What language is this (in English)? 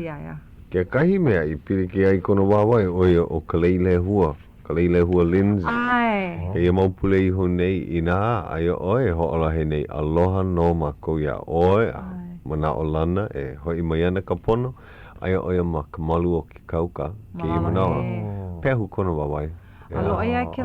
Hawaiian